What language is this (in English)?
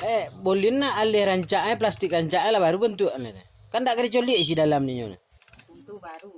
Minangkabau